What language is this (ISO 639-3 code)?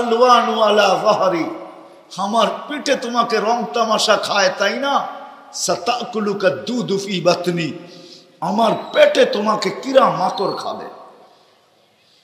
ben